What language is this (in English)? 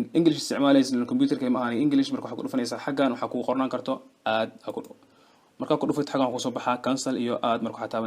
Somali